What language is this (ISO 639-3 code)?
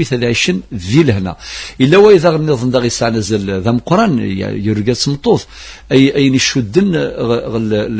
kab